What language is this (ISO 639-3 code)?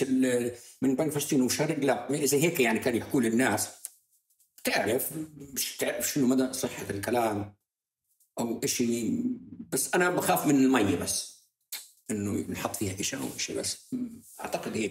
apc